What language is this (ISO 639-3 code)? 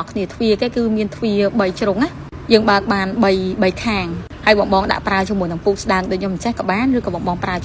khm